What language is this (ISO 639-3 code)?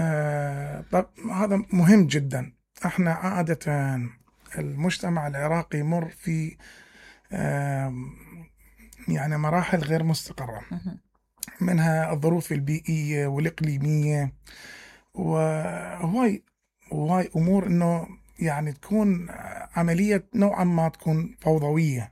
acm